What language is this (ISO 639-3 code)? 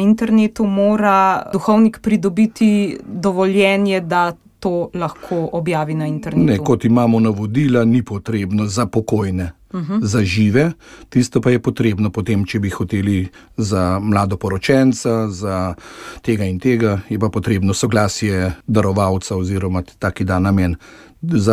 slv